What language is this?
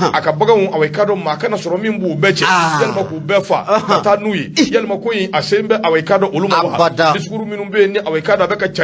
Bambara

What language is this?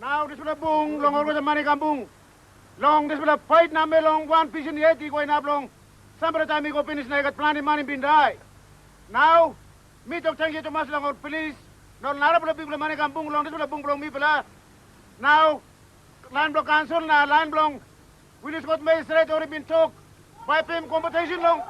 Tok Pisin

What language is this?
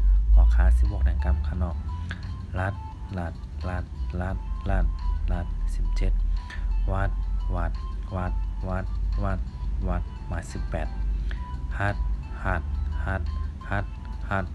Shan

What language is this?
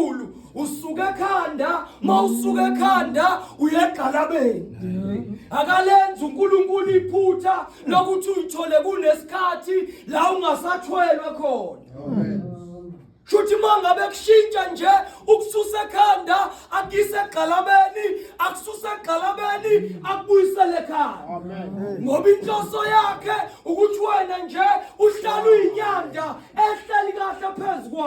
Zulu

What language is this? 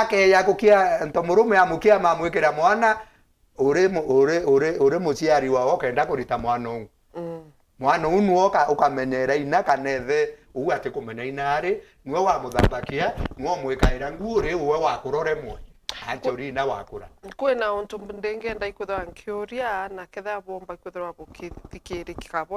Meru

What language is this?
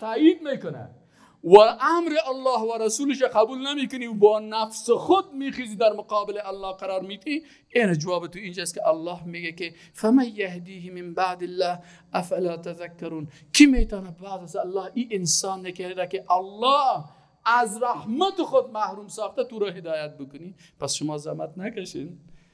Persian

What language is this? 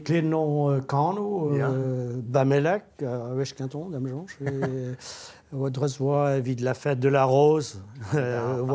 Breton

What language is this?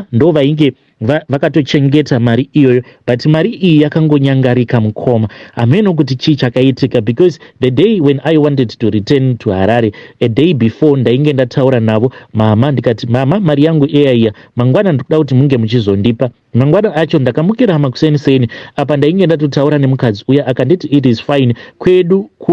Shona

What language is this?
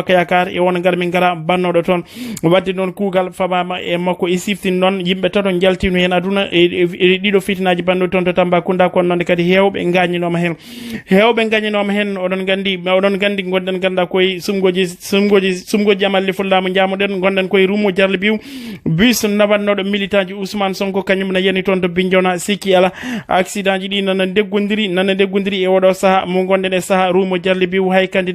Fula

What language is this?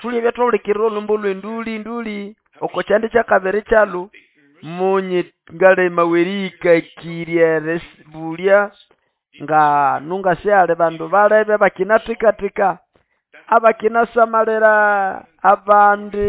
Nande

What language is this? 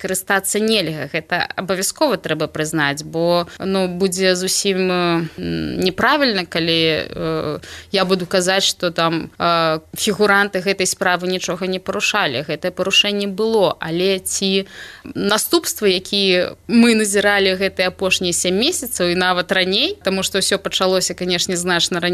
Belarusian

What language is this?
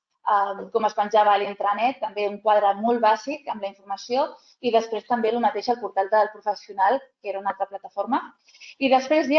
Catalan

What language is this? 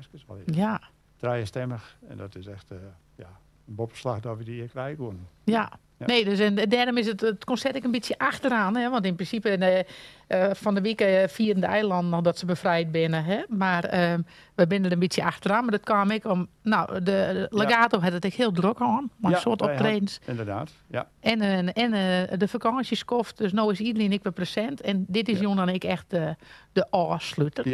Western Frisian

